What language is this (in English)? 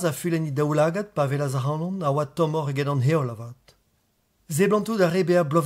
Breton